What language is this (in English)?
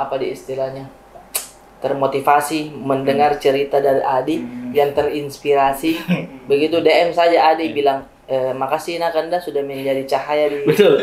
Makassar Malay